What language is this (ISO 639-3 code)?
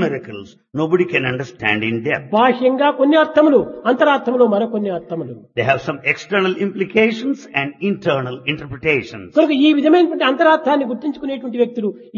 tel